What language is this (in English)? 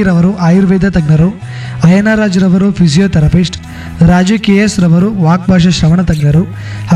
Kannada